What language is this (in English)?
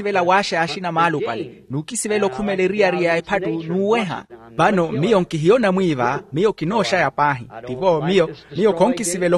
Makhuwa